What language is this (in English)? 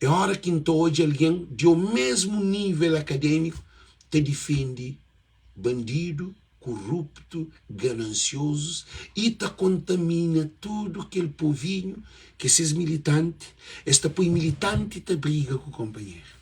Kabuverdianu